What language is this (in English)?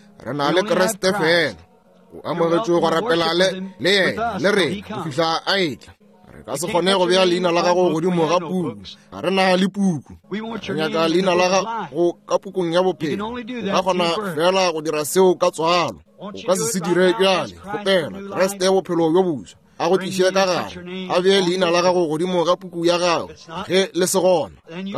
Northern Sotho